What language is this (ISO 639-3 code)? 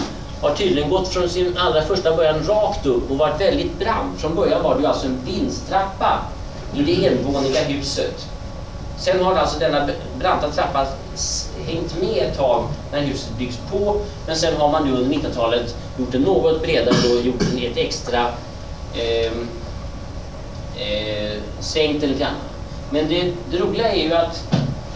swe